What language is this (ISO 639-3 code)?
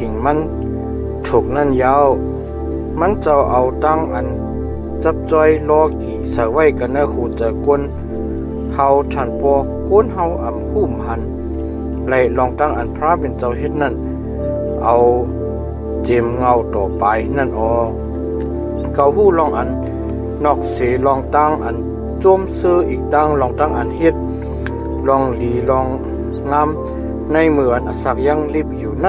shn